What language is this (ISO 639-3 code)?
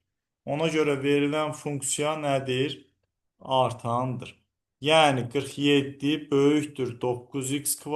aze